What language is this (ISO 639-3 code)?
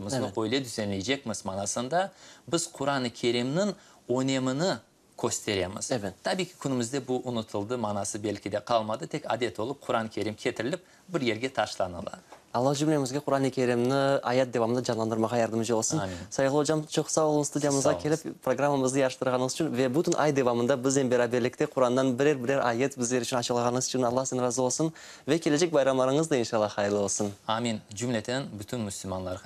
crh